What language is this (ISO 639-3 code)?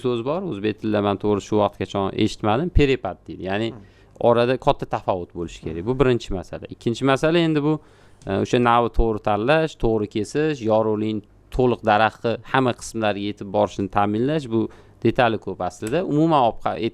uzb